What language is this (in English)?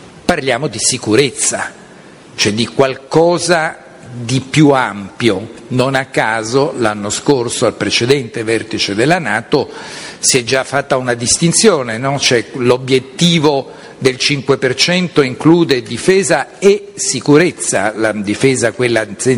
Italian